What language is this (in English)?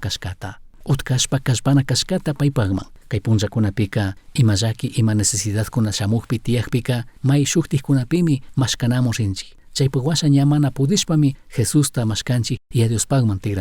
Chimborazo Highland Quichua